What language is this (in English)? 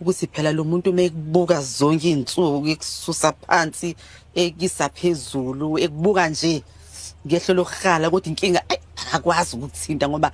Zulu